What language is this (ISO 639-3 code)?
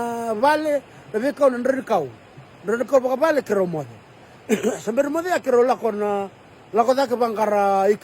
fij